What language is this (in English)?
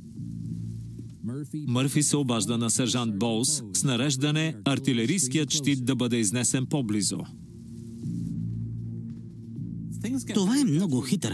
Bulgarian